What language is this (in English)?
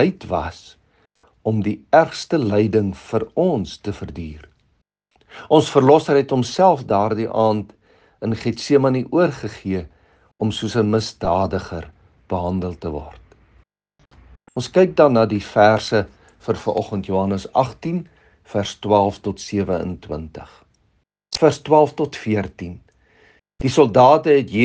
Afrikaans